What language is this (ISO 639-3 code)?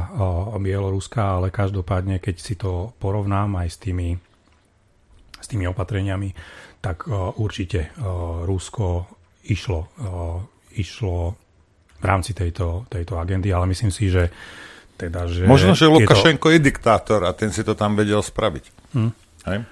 slk